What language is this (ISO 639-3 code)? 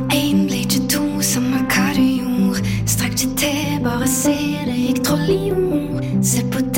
nor